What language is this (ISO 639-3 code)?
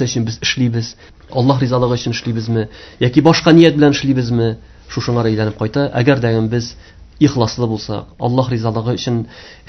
tat